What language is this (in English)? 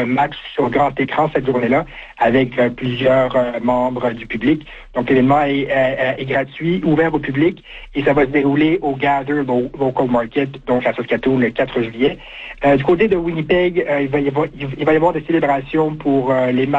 French